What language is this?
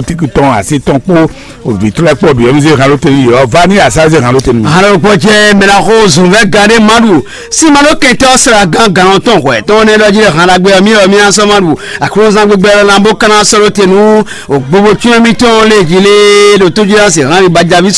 Fon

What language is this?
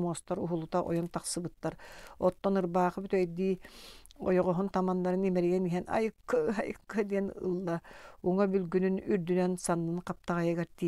Yakut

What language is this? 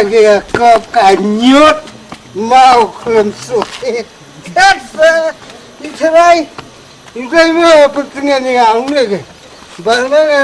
Khasi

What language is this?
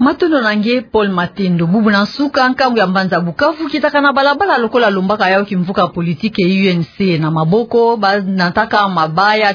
Kituba (Democratic Republic of Congo)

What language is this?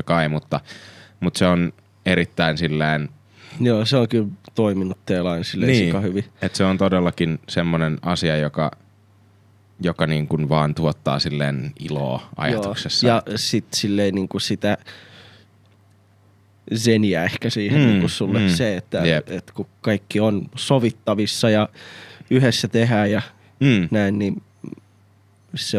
Finnish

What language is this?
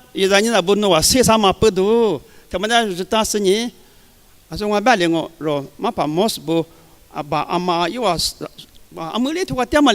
Lisu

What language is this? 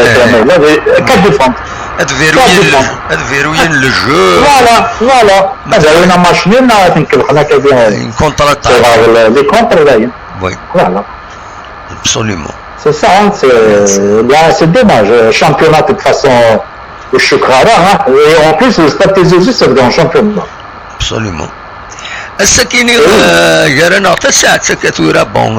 Kabyle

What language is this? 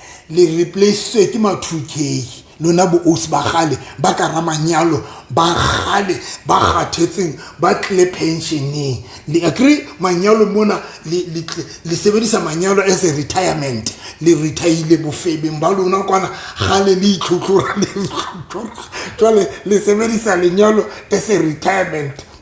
Southern Sotho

